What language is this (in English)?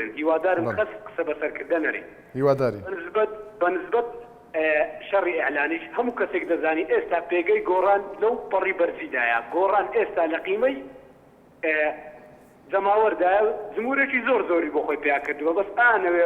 Central Kurdish